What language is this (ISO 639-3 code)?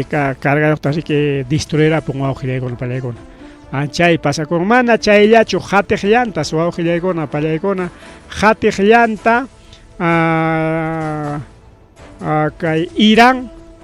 quy